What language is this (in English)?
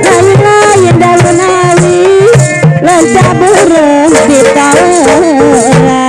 Betawi